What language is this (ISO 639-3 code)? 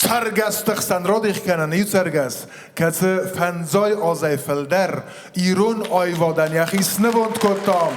oss